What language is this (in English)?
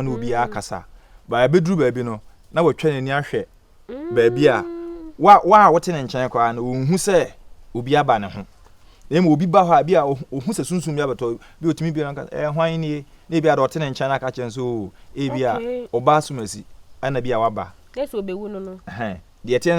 Akan